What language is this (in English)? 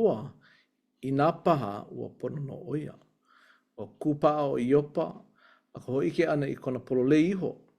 Hawaiian